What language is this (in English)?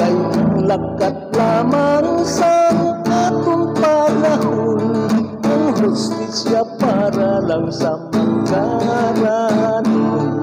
Hiligaynon